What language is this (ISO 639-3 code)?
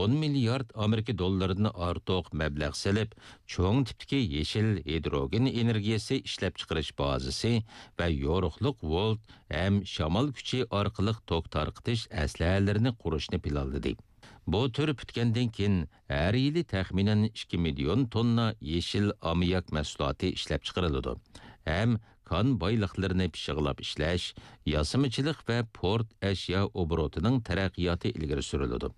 uig